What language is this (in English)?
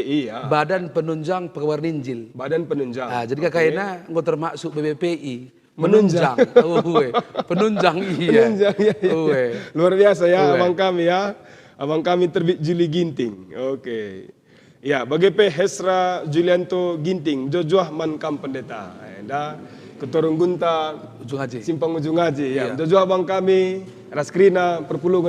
Batak Karo